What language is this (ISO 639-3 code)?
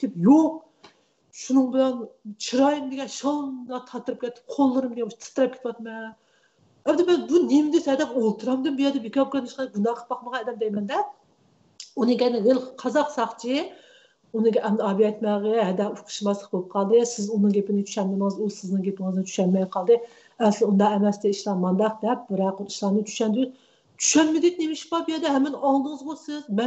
uig